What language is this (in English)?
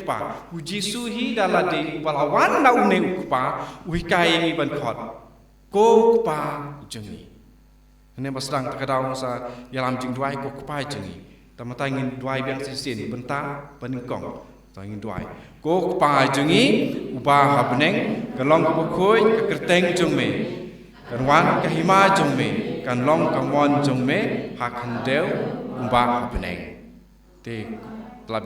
Khasi